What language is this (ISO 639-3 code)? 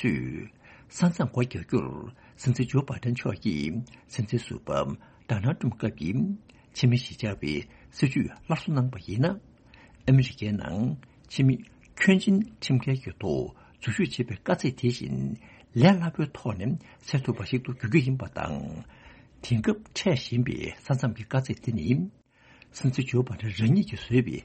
bod